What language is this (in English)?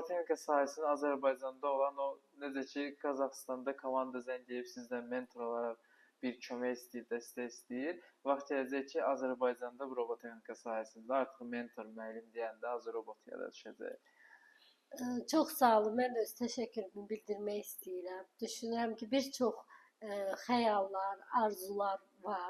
Azerbaijani